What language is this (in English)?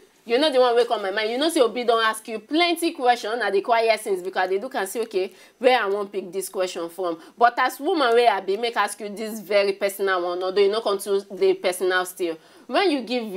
Nigerian Pidgin